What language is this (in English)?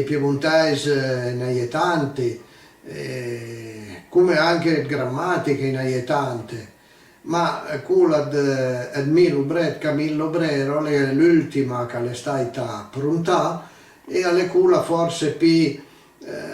Piedmontese